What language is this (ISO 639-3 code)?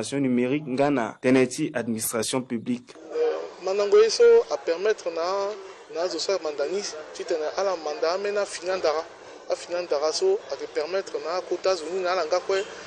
sag